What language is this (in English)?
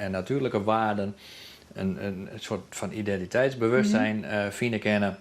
Western Frisian